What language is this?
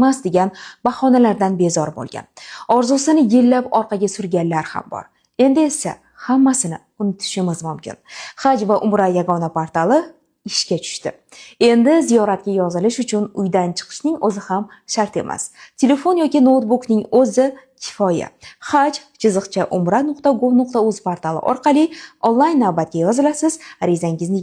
Uzbek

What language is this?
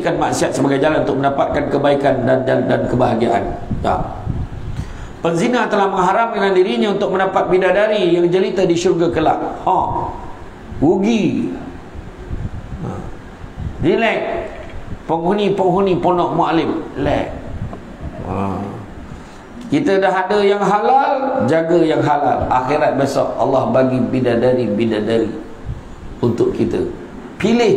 Malay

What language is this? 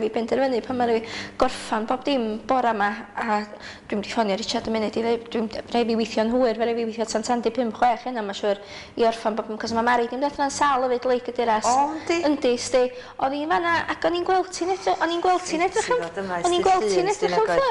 Welsh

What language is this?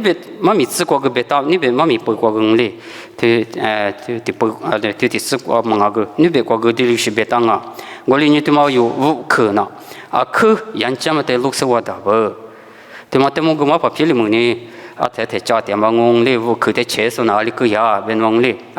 Lisu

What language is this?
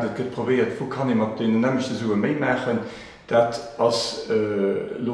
Luxembourgish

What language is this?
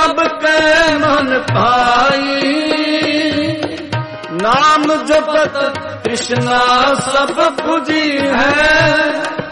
Punjabi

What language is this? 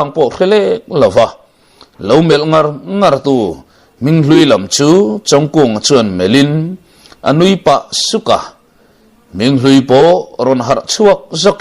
Mizo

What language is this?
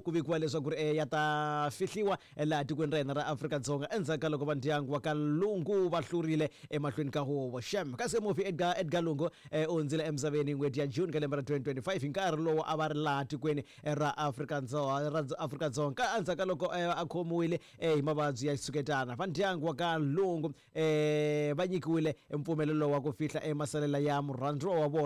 Tsonga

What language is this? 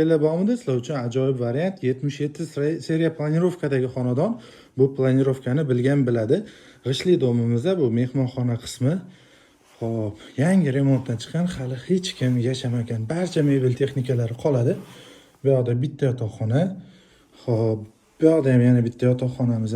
Uzbek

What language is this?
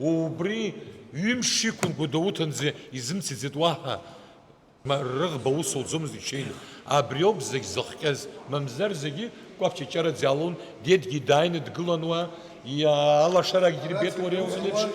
Abkhazian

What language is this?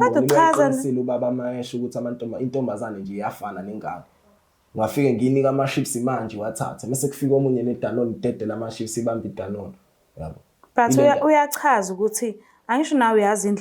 Zulu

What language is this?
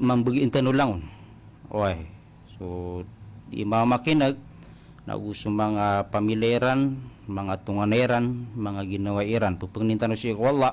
Maranao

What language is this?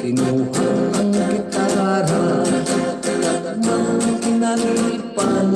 Hiligaynon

